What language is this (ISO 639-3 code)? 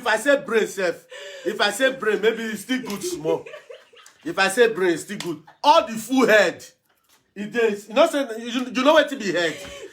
pcm